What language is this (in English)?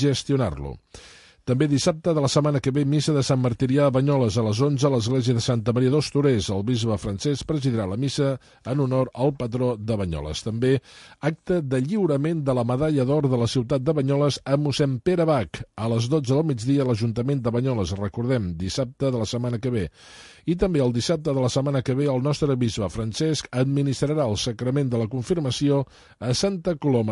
Catalan